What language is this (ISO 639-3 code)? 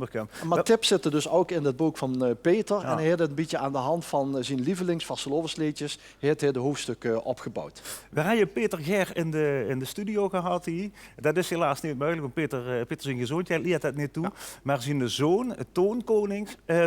lim